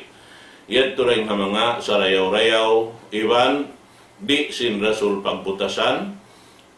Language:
Tausug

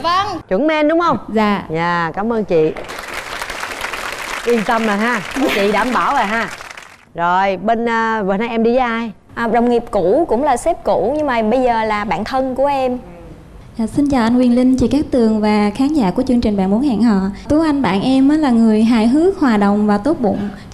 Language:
Vietnamese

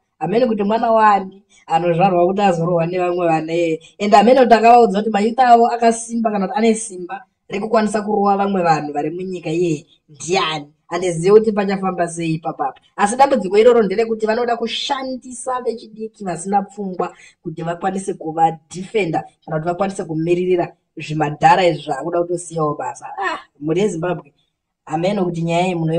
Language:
Shona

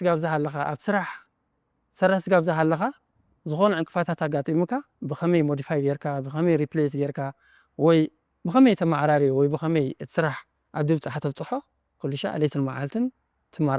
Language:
Tigrinya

